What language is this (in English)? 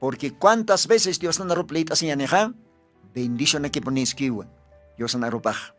Aymara